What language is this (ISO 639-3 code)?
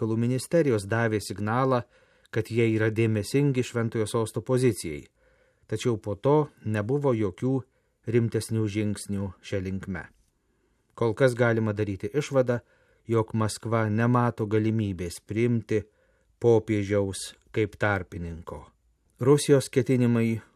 lit